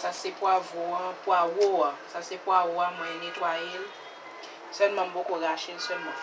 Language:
Haitian Creole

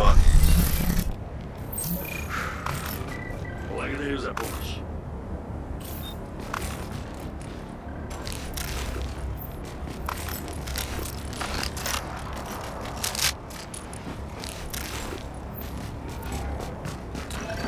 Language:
Russian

